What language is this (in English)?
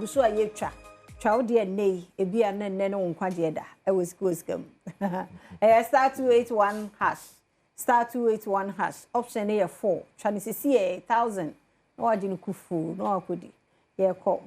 Akan